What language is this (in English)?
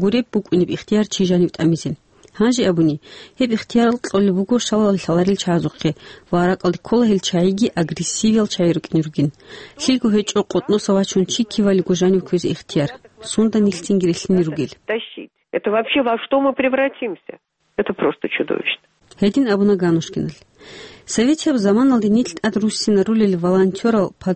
Avaric